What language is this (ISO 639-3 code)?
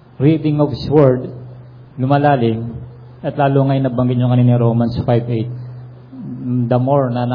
fil